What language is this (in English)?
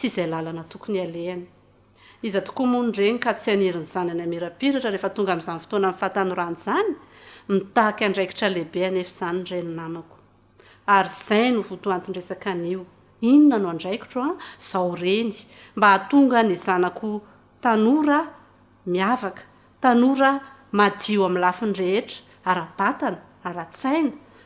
Malagasy